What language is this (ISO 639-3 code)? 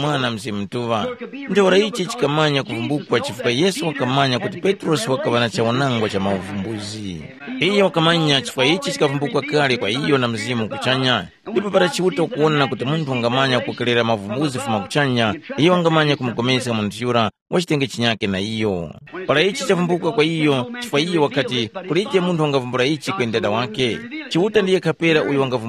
tum